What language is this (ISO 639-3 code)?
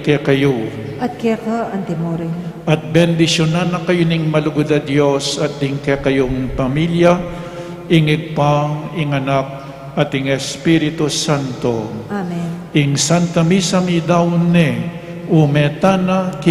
pam